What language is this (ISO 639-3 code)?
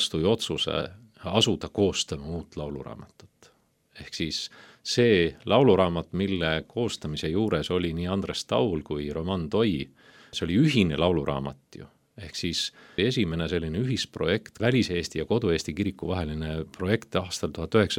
est